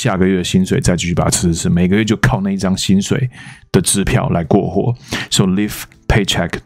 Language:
Chinese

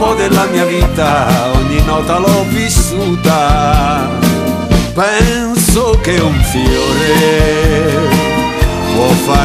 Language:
Italian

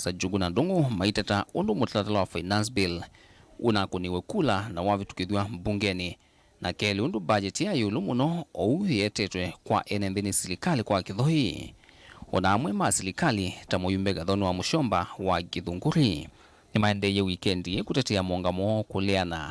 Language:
Kamba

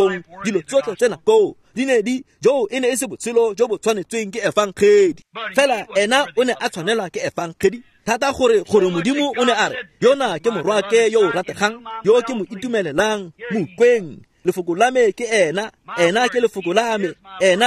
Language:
Tswana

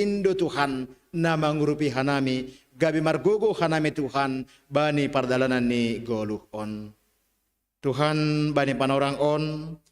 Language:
Batak Simalungun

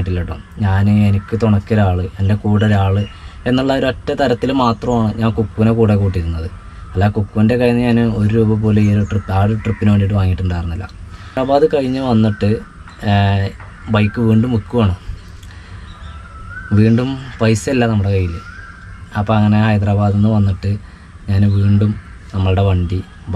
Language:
Malayalam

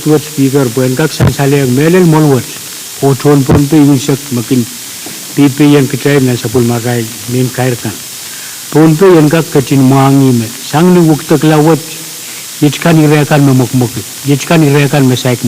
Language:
Pohnpeian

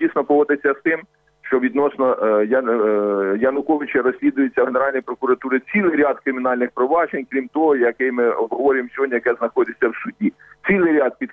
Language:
Ukrainian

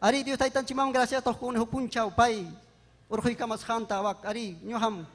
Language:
Ayacucho Quechua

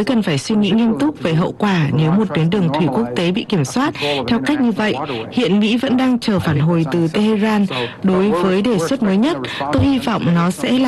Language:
Vietnamese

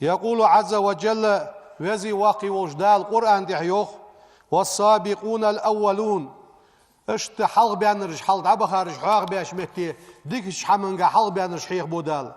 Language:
Ingush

